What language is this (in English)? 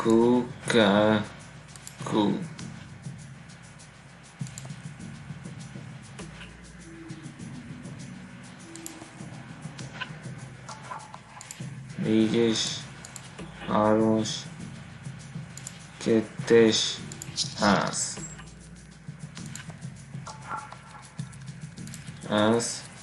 Hungarian